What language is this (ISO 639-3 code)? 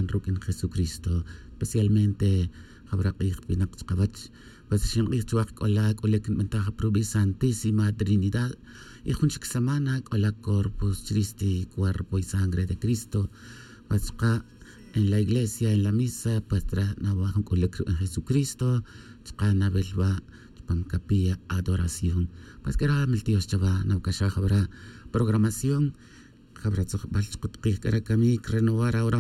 tzj